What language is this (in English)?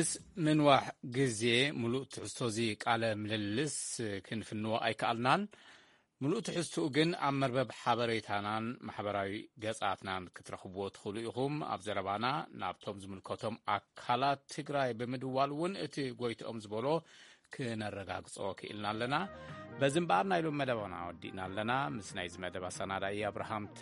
Tigrinya